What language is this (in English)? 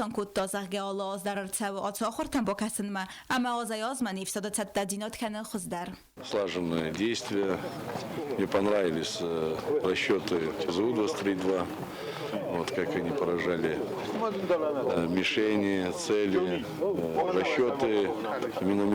Ossetic